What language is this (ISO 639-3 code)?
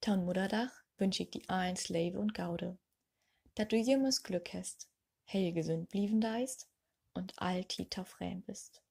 nds